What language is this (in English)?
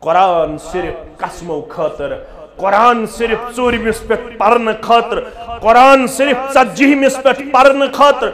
Kashmiri